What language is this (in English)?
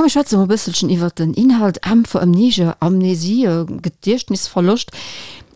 Luxembourgish